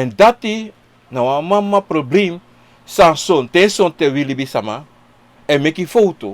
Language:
Sranan Tongo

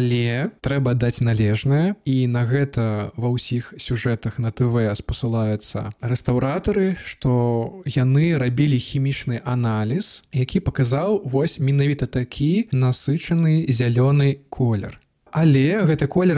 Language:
Belarusian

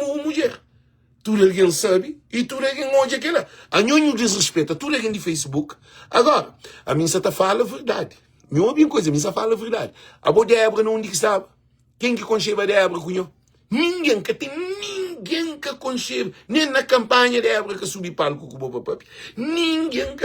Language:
Kabuverdianu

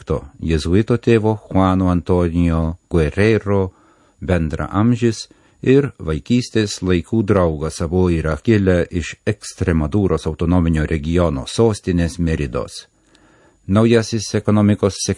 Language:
Lithuanian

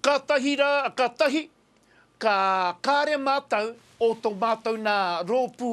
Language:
Māori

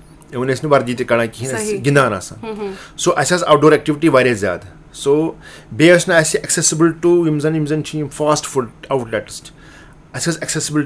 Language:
Kashmiri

